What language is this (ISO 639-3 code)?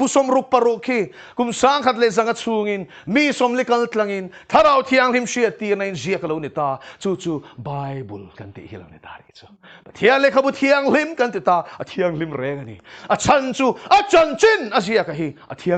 lus